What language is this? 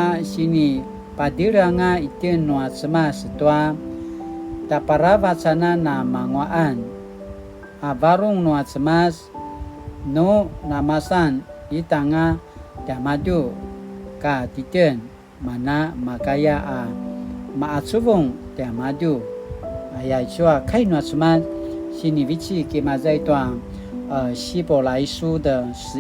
Paiwan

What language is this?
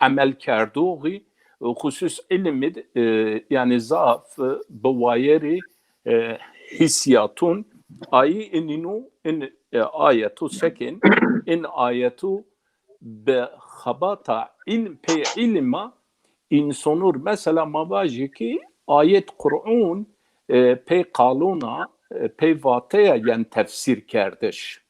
Zaza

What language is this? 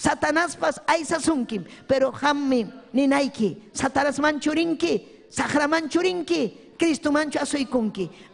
Ayacucho Quechua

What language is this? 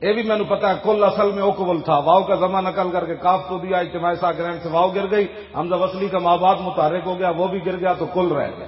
Western Panjabi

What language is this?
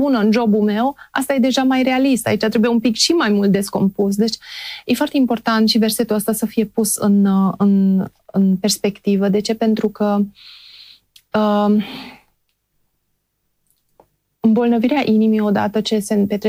Romanian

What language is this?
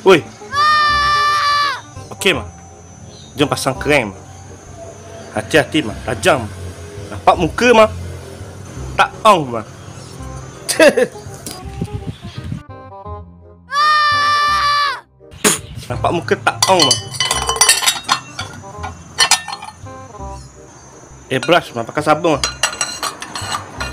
Malay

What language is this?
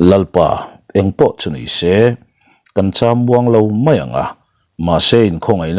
Mizo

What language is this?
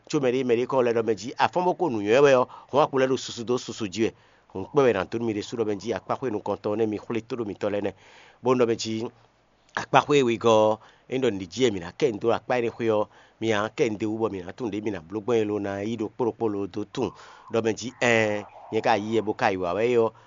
Fon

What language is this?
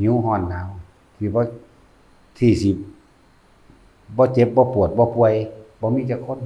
Northeastern Thai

